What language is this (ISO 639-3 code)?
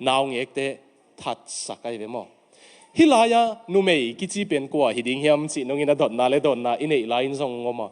ctd